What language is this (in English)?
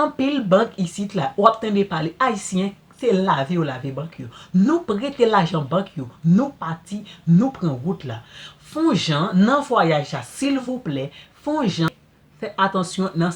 Haitian Creole